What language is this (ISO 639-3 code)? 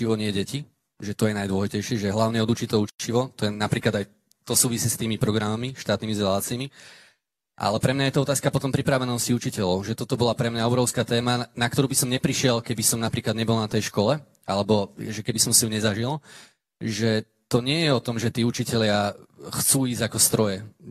slk